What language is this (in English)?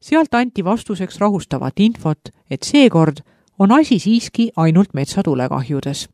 Estonian